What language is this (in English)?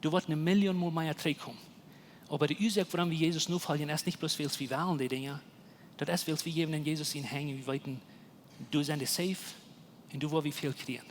Plautdietsch